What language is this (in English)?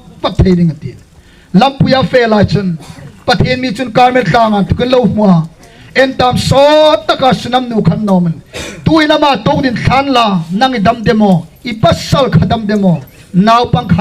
Hmar